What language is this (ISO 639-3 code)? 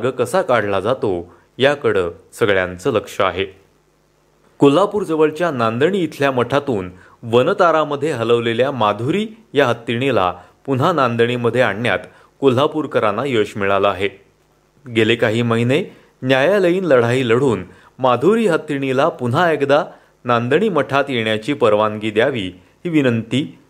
mar